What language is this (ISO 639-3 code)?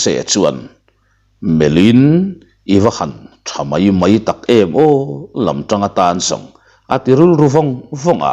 lus